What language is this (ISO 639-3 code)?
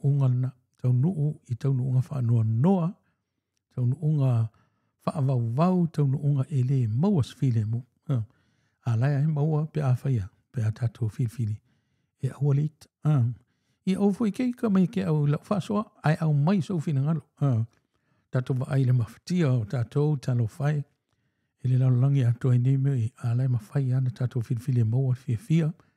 smo